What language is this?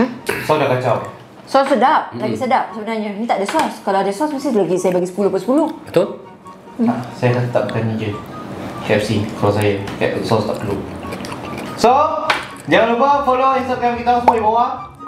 Malay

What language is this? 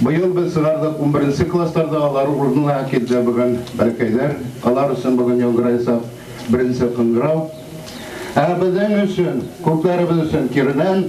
Bashkir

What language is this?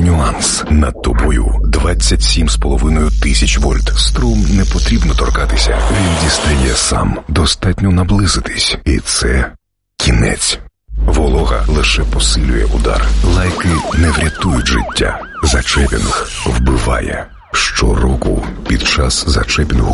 Ukrainian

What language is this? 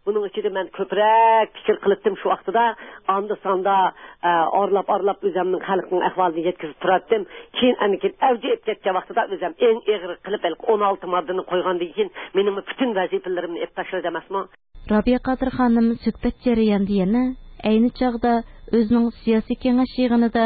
Uyghur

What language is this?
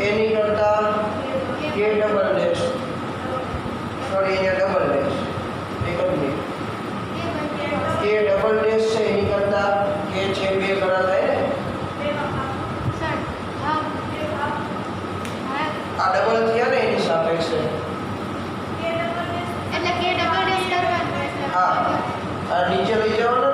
Gujarati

